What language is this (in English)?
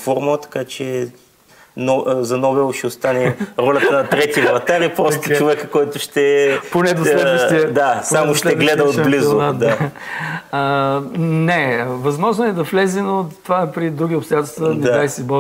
Bulgarian